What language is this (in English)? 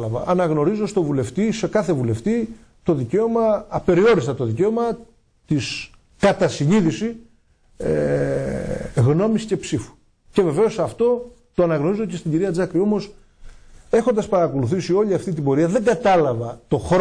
Greek